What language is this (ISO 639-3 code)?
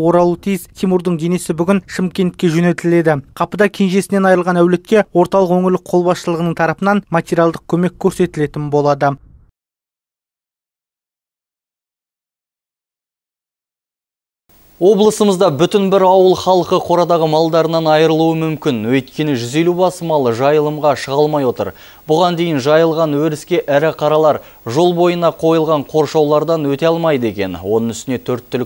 kaz